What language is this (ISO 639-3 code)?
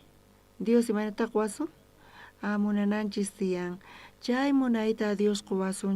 quh